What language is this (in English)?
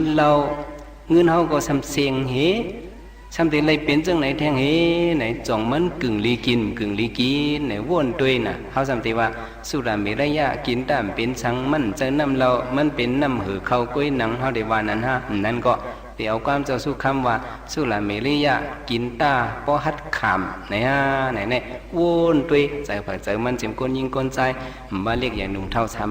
Shan